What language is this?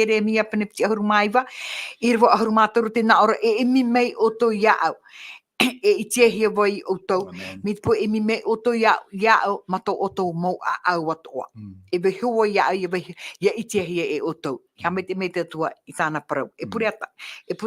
Tahitian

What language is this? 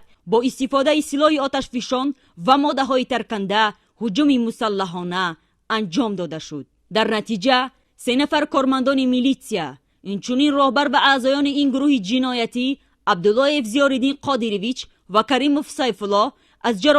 Tajik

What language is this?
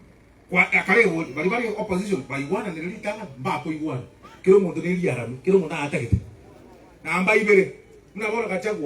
Gusii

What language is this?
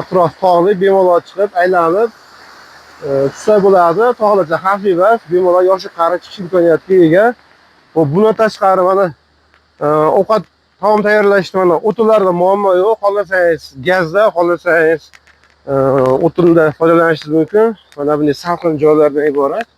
Uzbek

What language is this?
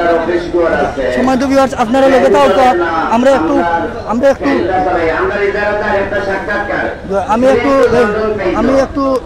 Sylheti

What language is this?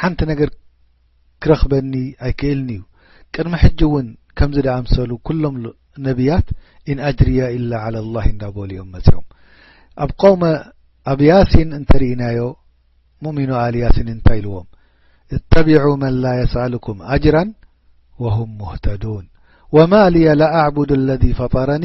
Tigrinya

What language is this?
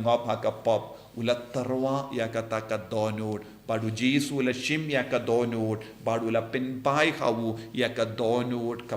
Khasi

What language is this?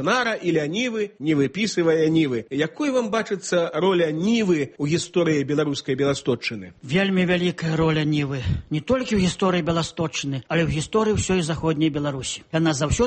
Belarusian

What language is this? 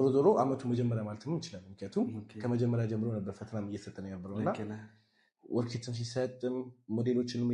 Amharic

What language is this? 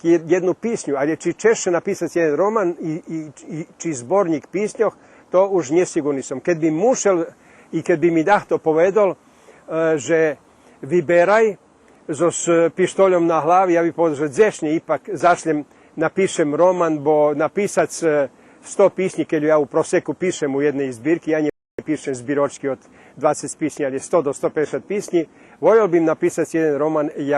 Rusyn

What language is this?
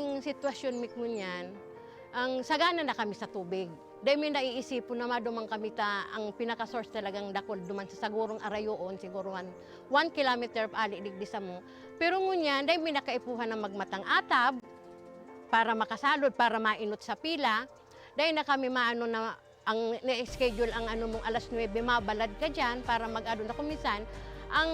Bikol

